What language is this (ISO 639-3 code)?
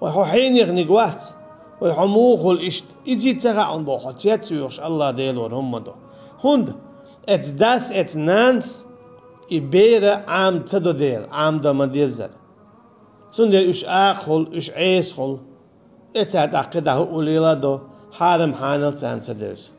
che